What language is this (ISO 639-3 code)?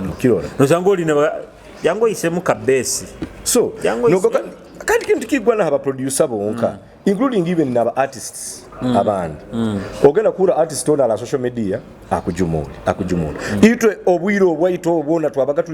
nyo